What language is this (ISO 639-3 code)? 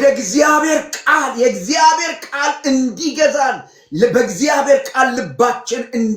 amh